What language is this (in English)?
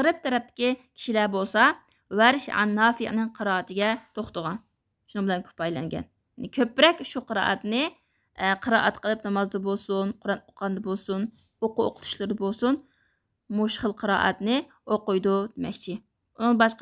Uyghur